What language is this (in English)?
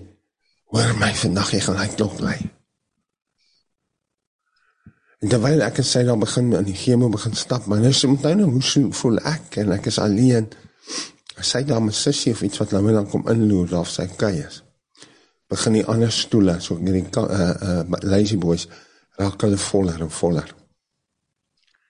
Afrikaans